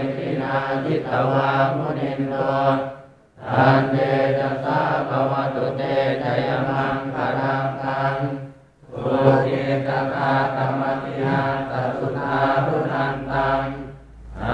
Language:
Pali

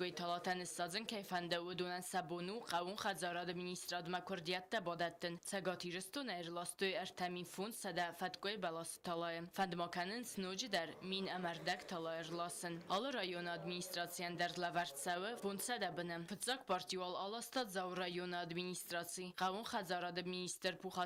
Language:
Ossetic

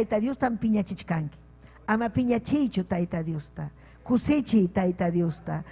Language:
Ayacucho Quechua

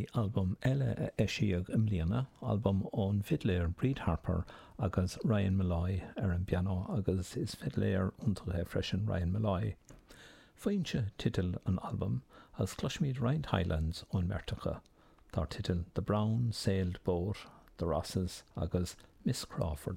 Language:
Irish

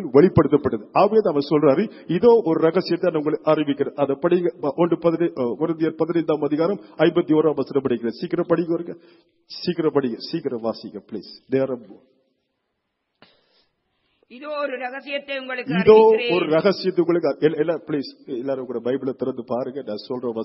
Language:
Tamil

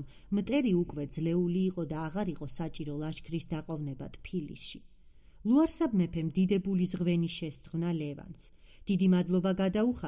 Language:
Georgian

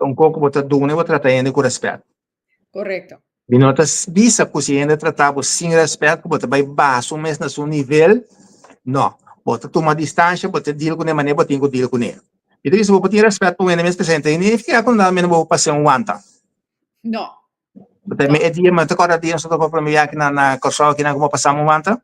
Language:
Papiamento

